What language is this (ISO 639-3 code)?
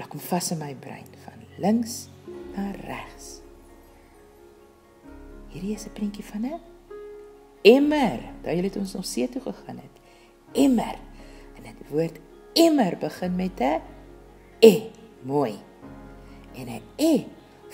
afr